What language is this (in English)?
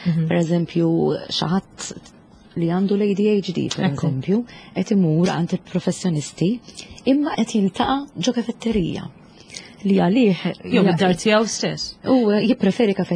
Maltese